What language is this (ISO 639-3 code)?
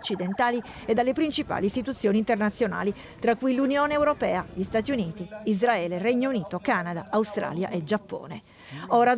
ita